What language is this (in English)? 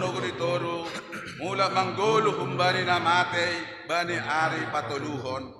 Batak Simalungun